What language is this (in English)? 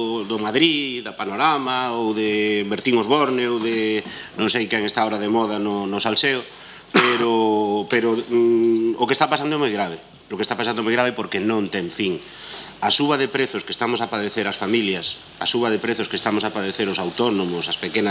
Galician